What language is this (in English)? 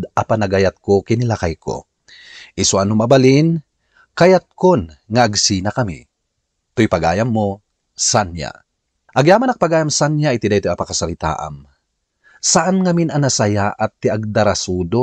Iloko